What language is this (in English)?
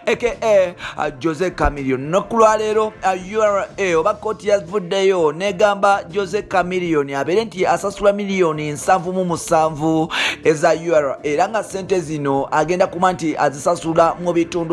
Ganda